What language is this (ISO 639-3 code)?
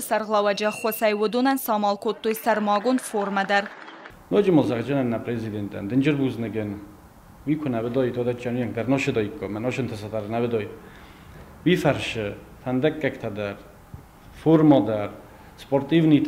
oss